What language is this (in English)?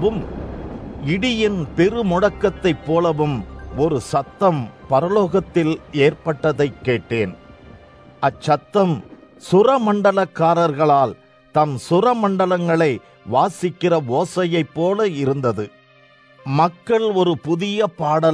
Tamil